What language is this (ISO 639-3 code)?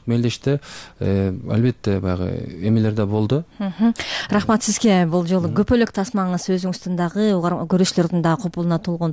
kir